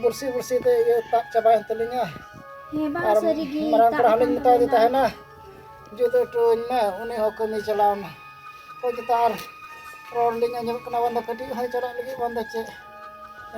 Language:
Santali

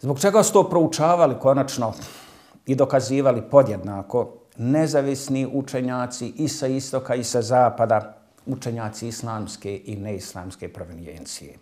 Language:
Bosnian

